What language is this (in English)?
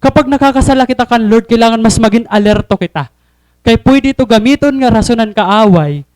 Waray